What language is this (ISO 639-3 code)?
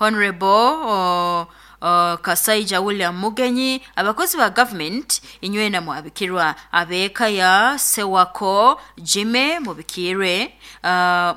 nyo